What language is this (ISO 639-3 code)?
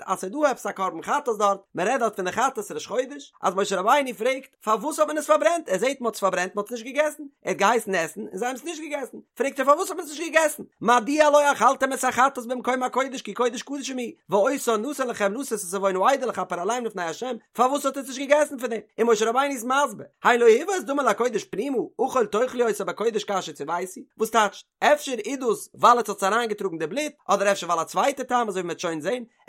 yid